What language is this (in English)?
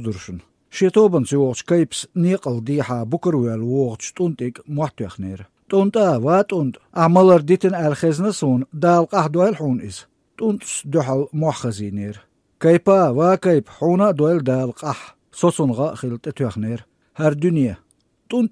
Chechen